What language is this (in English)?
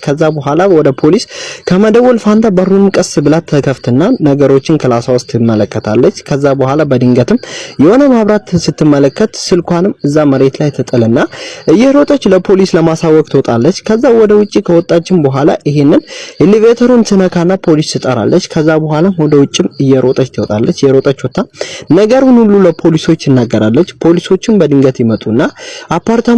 Amharic